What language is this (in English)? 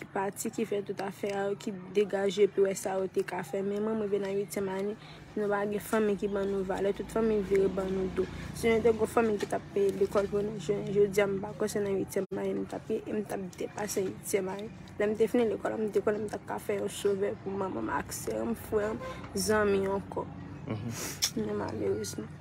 Haitian Creole